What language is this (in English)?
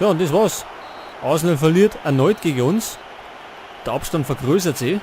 Bavarian